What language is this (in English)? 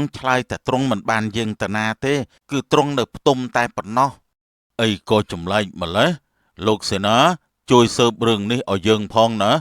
Khmer